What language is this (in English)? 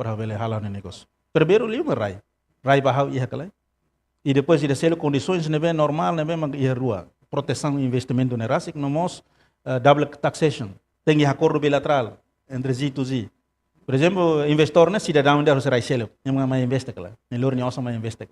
Tetum